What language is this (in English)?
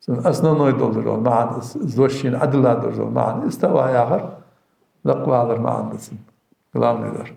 Ingush